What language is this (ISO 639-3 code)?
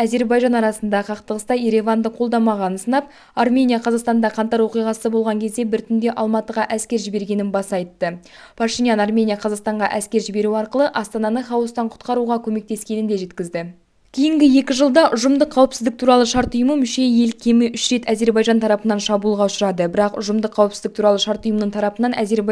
kaz